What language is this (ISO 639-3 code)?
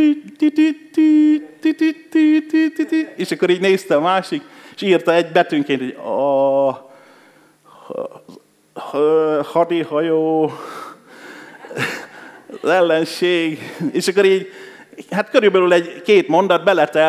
hun